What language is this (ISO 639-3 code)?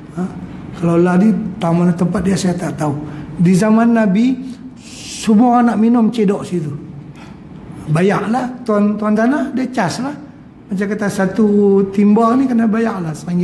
msa